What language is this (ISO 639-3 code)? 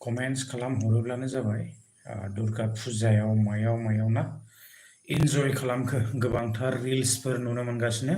brx